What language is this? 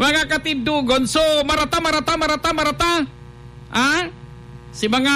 Bikol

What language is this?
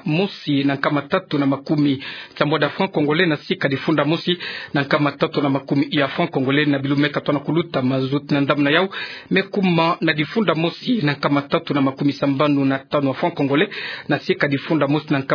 Kituba (Democratic Republic of Congo)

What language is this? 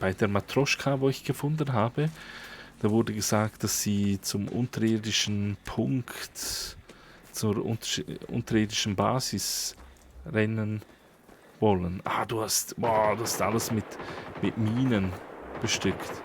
Swiss German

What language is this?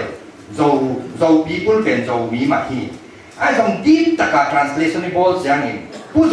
Tedim Chin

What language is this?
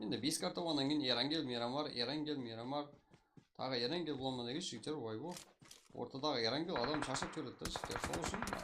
Kara-Kalpak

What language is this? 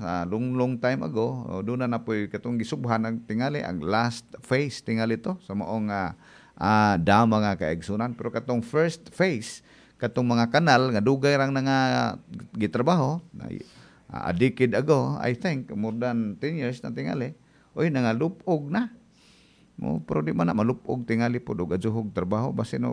Cebuano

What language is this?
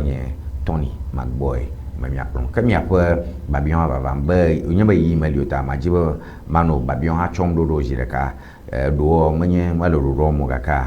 Ewe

